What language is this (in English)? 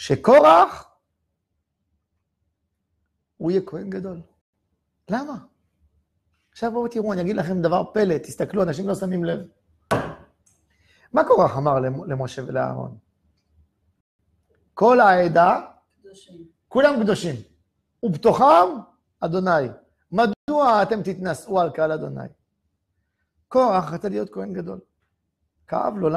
Hebrew